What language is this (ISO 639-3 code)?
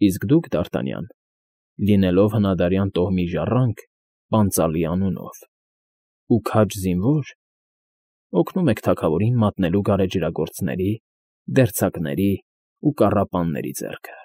hye